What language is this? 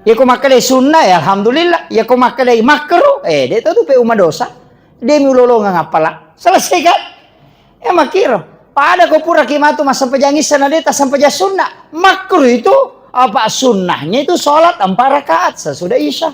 Buginese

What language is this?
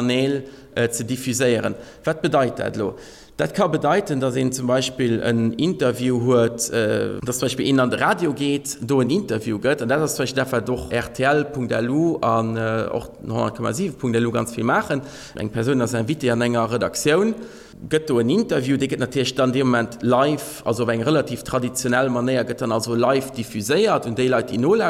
Luxembourgish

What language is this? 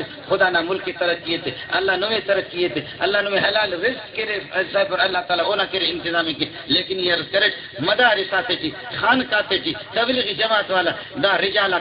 Brahui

